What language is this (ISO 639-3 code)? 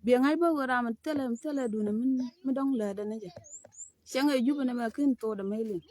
nus